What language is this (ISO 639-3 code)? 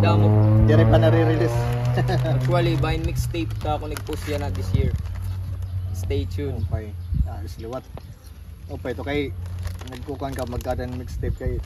war